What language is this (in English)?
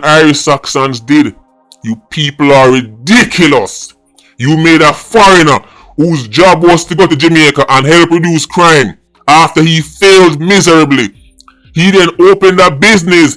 Jamaican Creole English